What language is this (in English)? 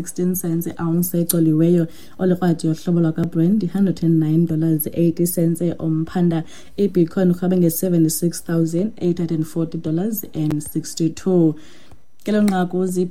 Xhosa